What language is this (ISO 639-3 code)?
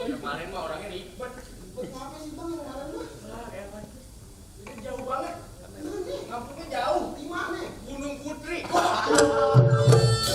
bew